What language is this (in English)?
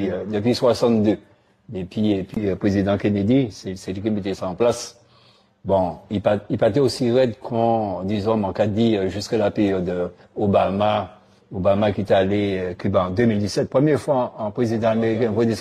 Guadeloupean Creole French